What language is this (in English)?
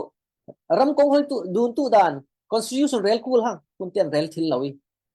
Falam Chin